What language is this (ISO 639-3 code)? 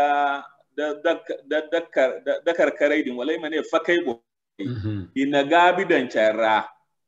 dje